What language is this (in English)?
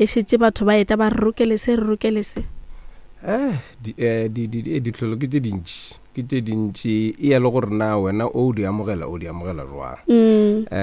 Northern Sotho